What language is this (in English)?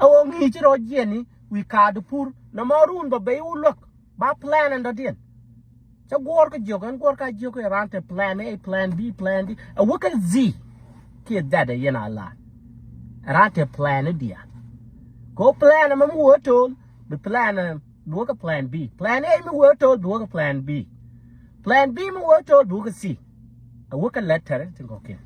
Nuer